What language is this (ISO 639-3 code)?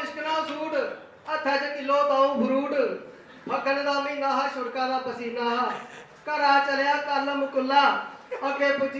doi